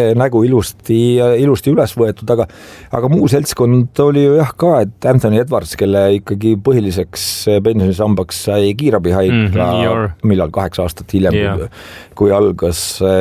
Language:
Estonian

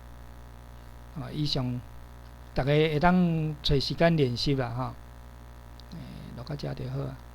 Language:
Min Nan Chinese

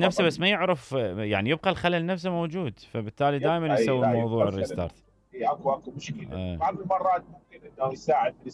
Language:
Mesopotamian Arabic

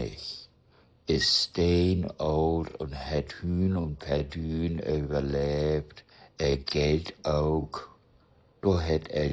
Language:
Low German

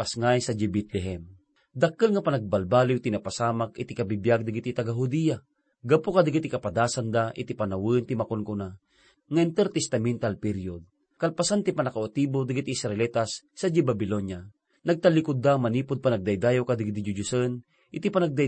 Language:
Iloko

